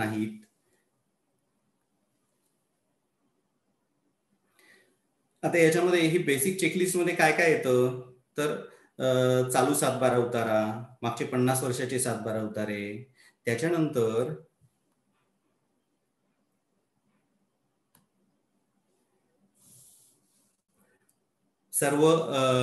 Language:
Marathi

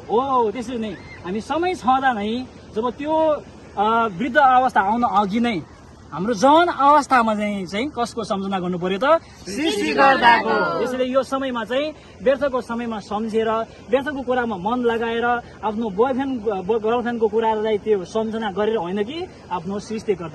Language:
Nepali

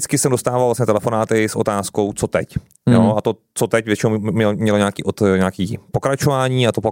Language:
Czech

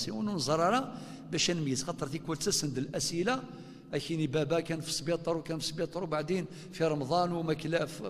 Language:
Kabyle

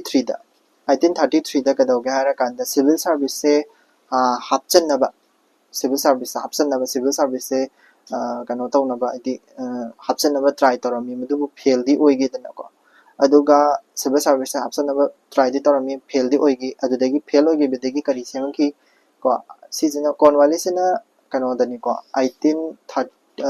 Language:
Manipuri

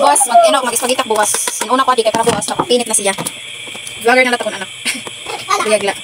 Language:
Waray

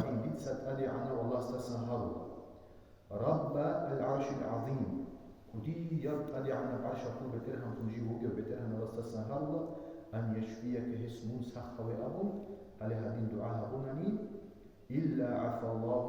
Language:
Avaric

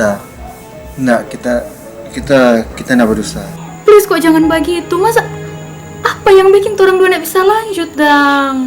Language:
Manado Malay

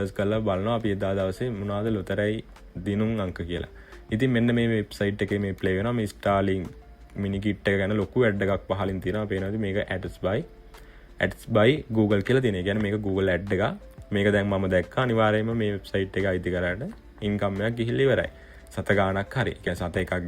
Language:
Sinhala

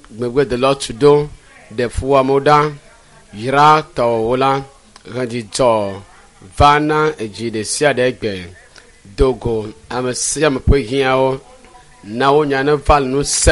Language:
Ewe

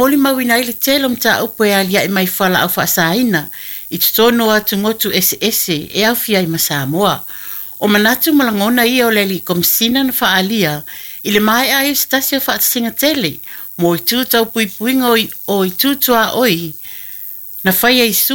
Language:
Samoan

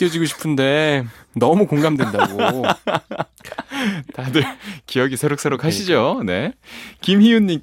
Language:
Korean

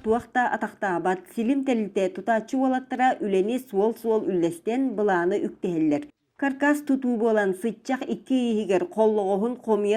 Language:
Yakut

